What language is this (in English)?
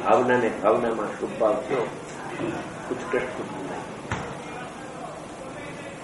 Gujarati